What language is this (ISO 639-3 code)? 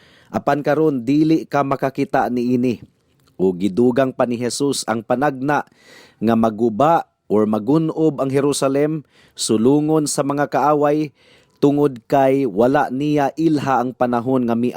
ceb